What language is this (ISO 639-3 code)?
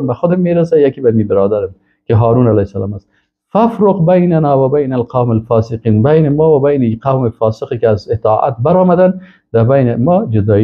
fas